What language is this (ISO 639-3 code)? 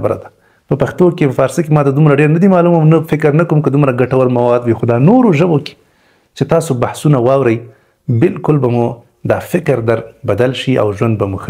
pus